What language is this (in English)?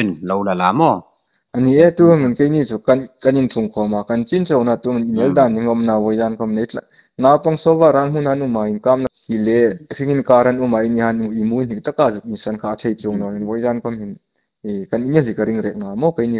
Hmar